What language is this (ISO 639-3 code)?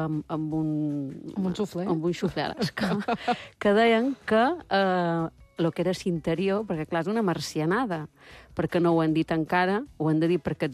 cat